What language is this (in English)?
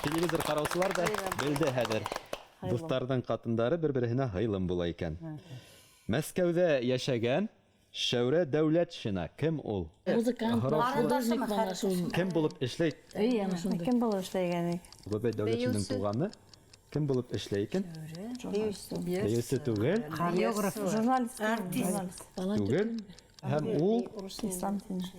Bashkir